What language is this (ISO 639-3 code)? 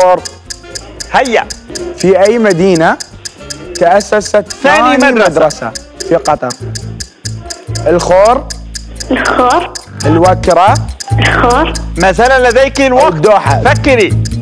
ara